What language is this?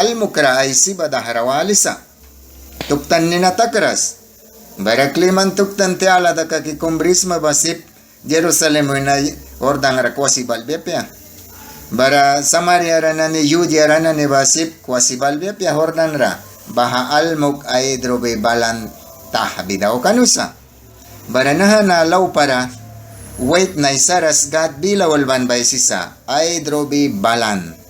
Mískito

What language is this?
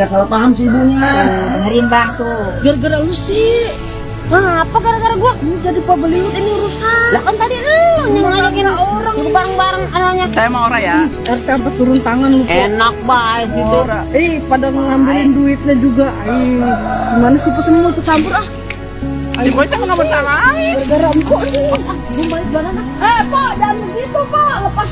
Betawi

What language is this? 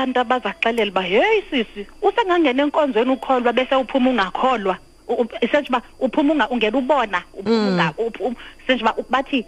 Xhosa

